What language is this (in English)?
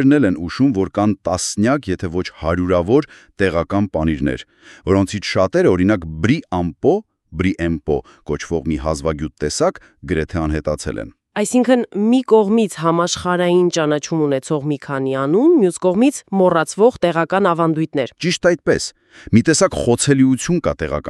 Armenian